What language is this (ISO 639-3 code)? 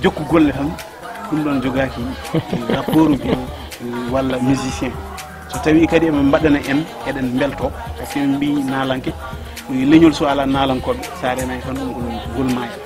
ful